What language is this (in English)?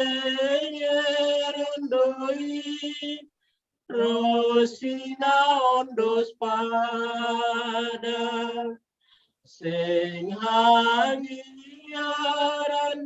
Batak Simalungun